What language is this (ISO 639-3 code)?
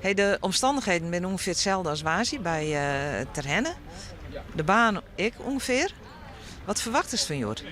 fry